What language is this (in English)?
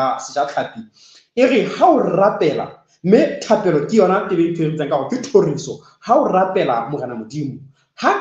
Southern Sotho